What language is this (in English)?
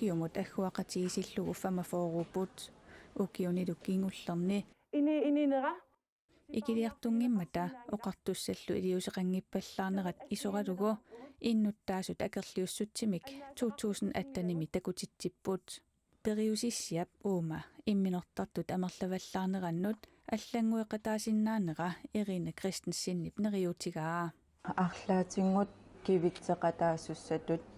Kalaallisut